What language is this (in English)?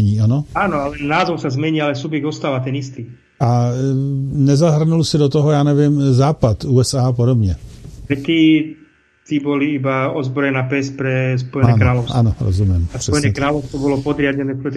Slovak